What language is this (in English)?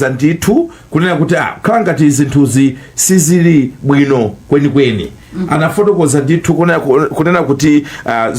Nyanja